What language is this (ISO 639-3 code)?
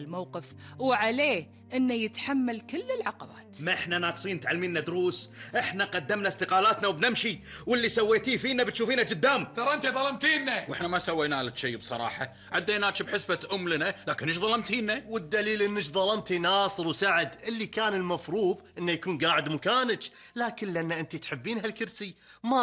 afb